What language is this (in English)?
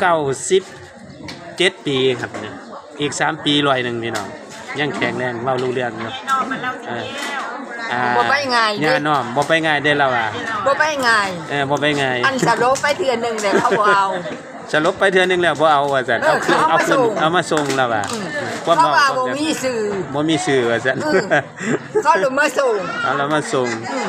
Northeastern Thai